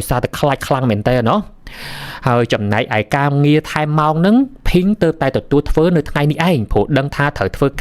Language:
Khmer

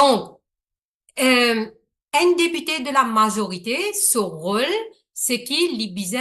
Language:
Morisyen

